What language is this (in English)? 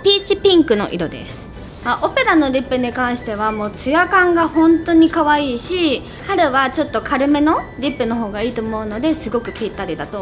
Japanese